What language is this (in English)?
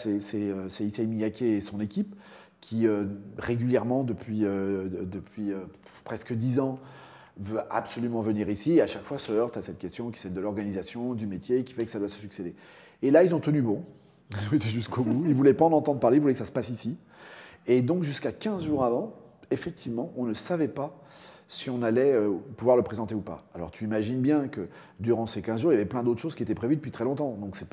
French